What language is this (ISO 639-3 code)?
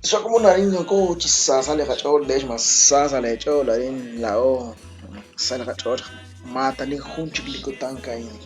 kek